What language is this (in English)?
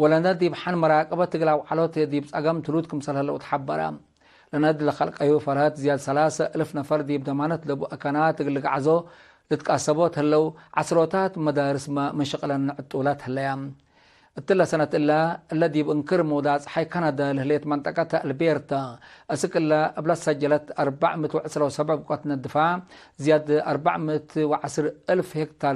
Tigre